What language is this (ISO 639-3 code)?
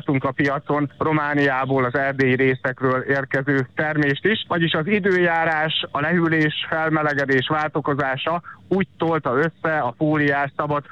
hun